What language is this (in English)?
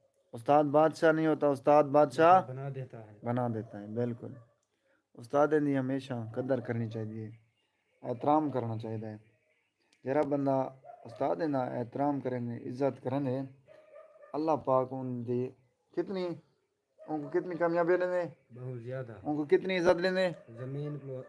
Saraiki